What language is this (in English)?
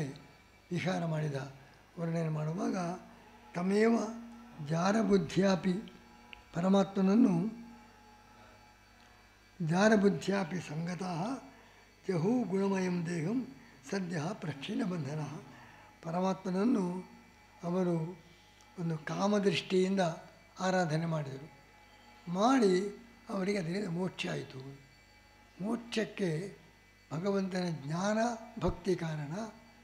Kannada